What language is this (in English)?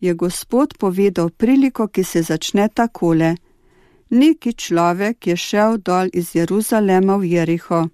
Slovenian